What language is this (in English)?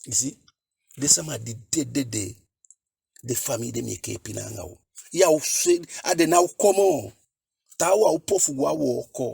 Eastern Maroon Creole